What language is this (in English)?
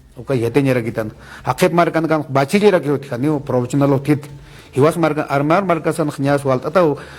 Aymara